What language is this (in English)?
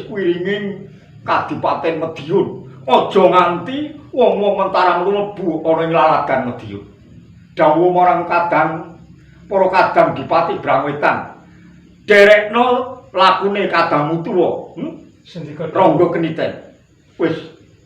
Javanese